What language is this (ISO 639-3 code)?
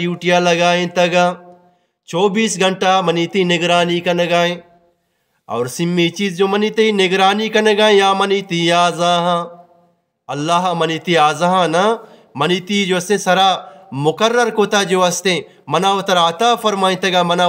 bgp